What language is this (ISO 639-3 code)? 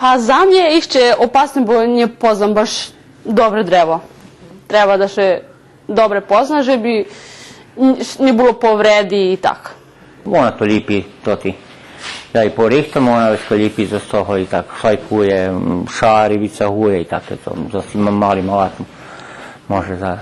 rue